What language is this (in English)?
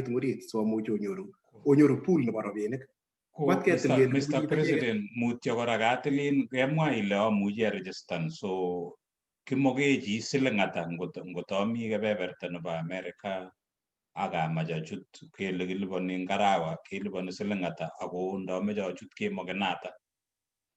Kalenjin